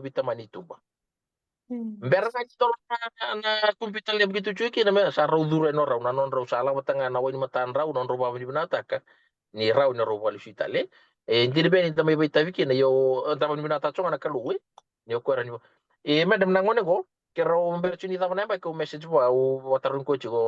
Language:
Fijian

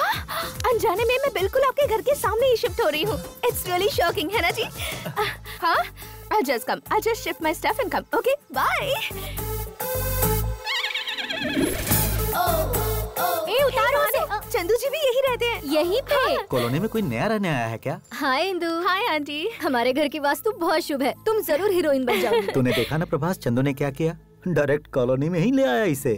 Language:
Hindi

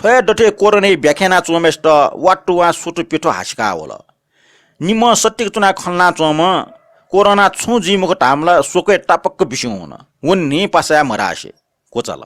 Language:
Newari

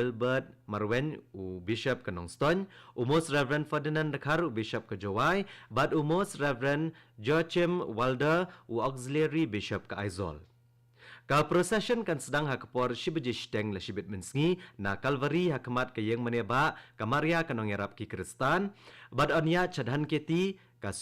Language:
Khasi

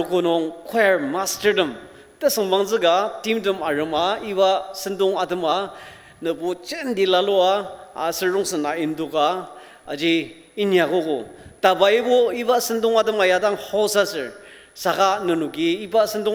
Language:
Ao Naga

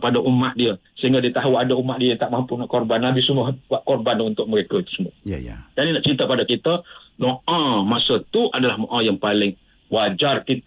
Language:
Malay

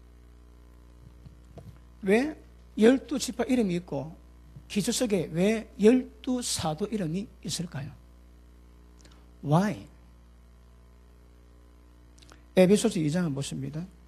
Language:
Korean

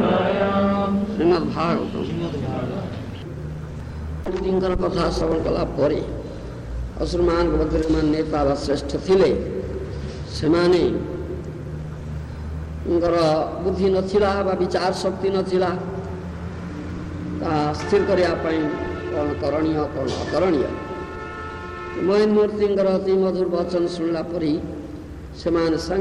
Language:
Odia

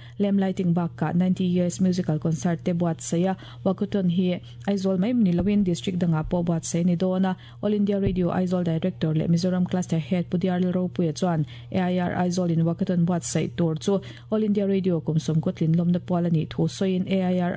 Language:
Mizo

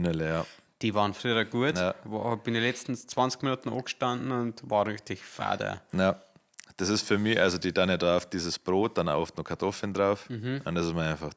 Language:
Bavarian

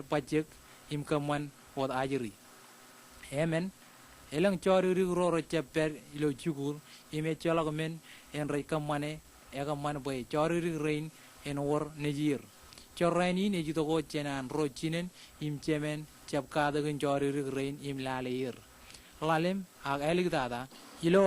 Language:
Marshallese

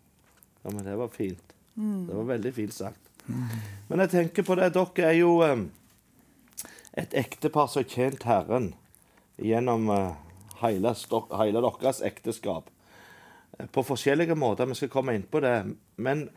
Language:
Norwegian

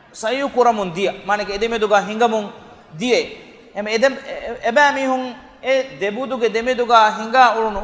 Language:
Divehi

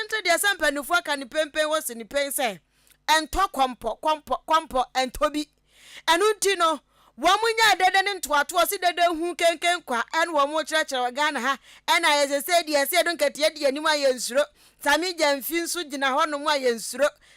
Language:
Akan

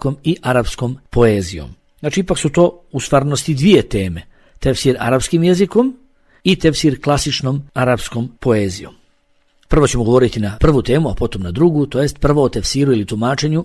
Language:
Bosnian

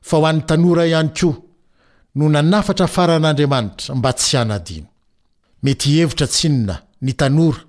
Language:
Malagasy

